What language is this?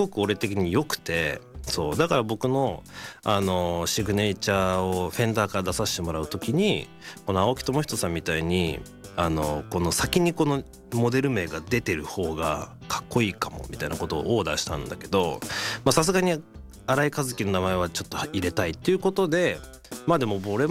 Japanese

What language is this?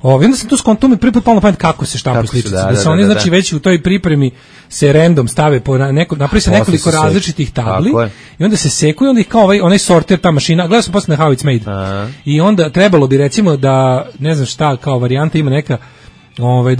Serbian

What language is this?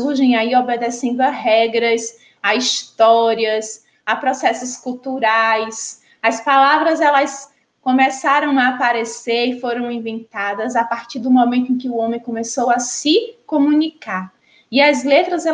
Portuguese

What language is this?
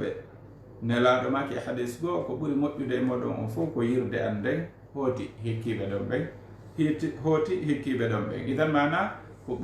Fula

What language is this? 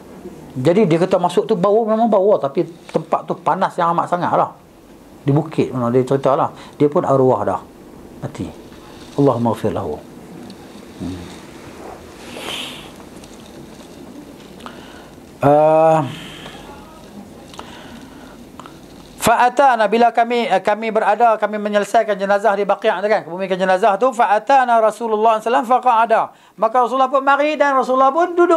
Malay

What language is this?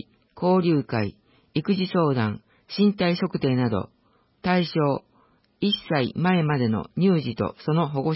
Japanese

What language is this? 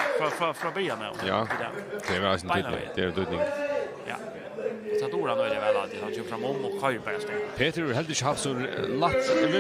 Faroese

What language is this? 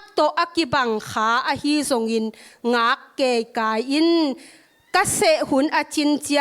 Tedim Chin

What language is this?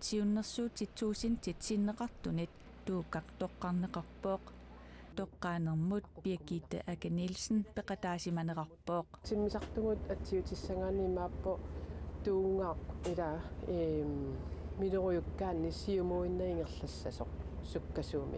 Kalaallisut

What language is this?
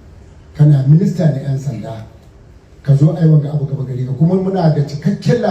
Hausa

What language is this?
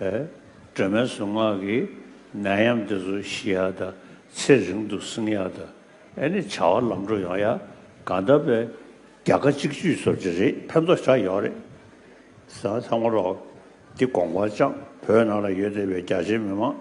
Tibetan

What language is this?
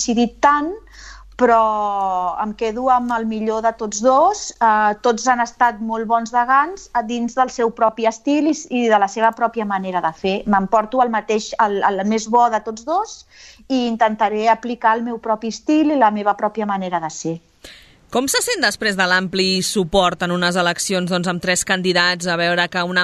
Catalan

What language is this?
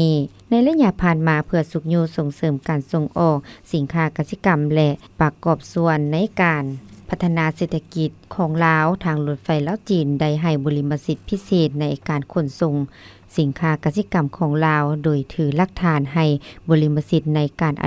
Lao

